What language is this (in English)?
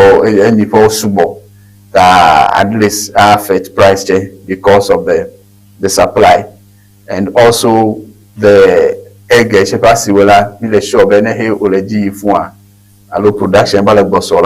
Ewe